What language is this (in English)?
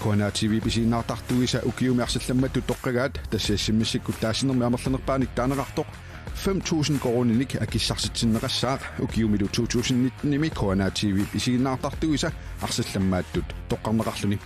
Kalaallisut